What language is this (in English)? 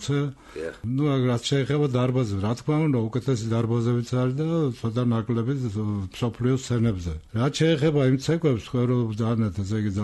Georgian